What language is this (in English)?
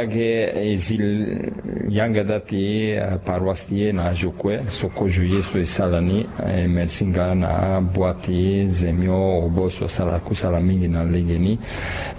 Sango